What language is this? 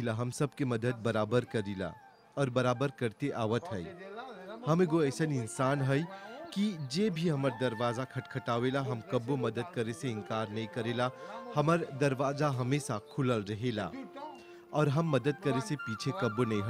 Bhojpuri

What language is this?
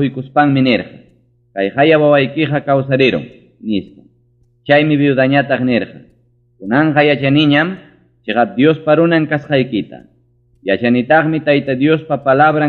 Ayacucho Quechua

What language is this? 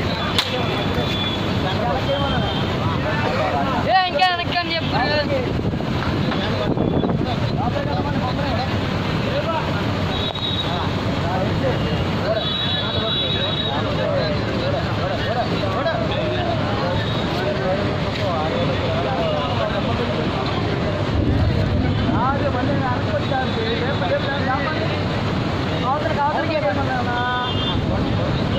Telugu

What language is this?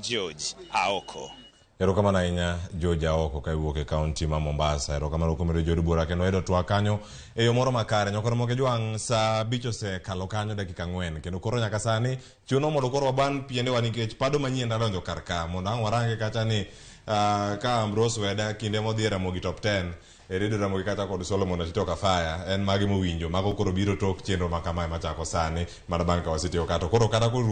Luo (Kenya and Tanzania)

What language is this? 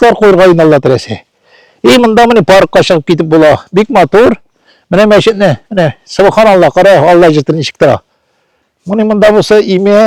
Tatar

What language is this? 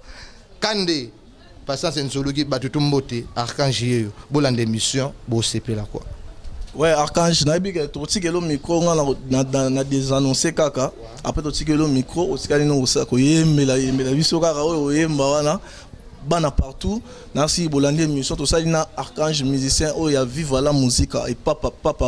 Lingala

